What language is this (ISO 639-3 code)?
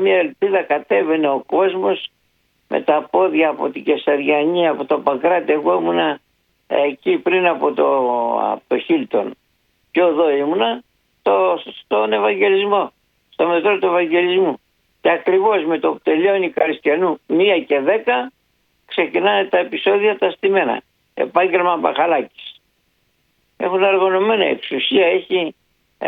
ell